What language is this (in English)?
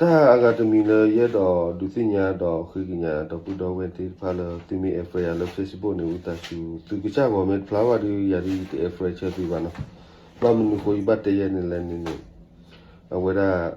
S'gaw Karen